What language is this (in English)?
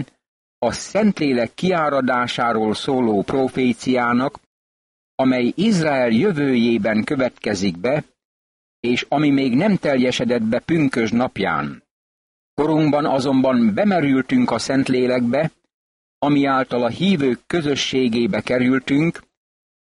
Hungarian